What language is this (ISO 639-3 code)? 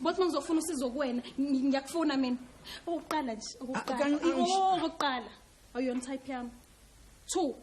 zul